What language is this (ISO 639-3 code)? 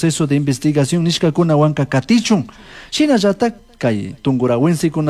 qug